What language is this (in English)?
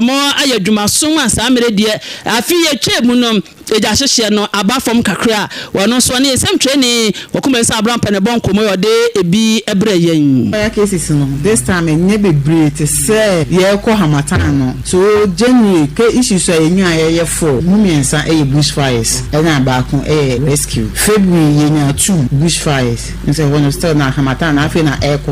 Akan